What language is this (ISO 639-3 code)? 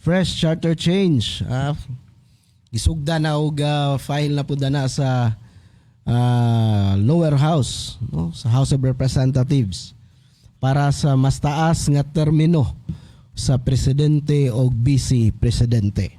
ceb